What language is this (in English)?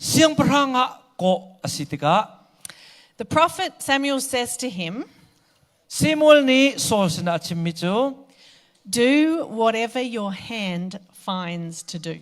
Hakha Chin